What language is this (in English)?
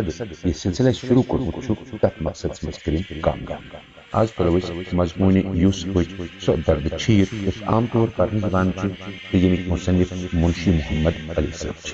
Kashmiri